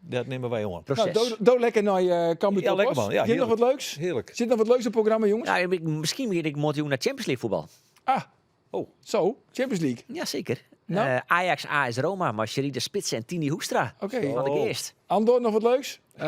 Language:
Western Frisian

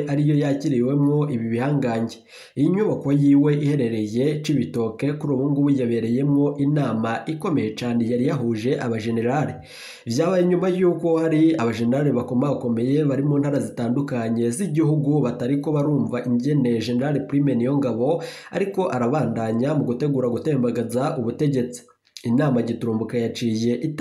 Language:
Rundi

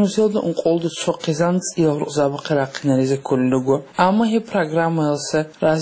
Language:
Avaric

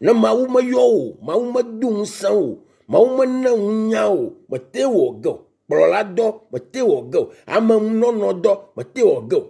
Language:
Ewe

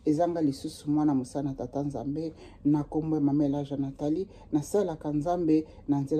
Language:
Lingala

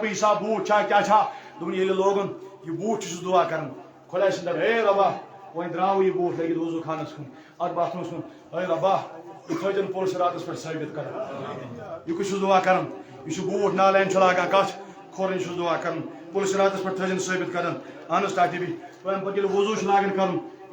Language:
Kashmiri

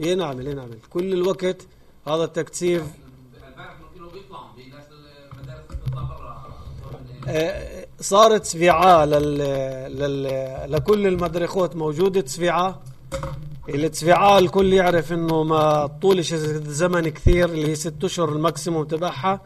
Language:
North Levantine Arabic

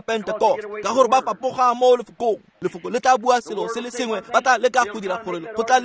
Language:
Tswana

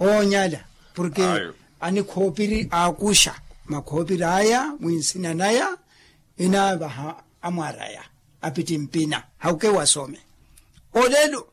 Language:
Makhuwa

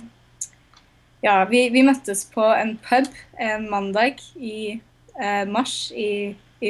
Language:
Norwegian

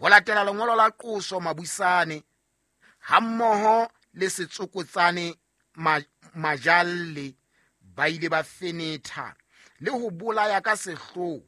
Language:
Southern Sotho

